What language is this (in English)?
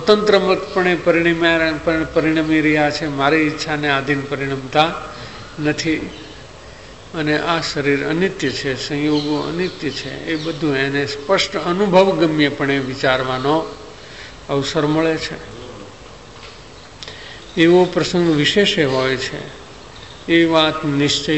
Gujarati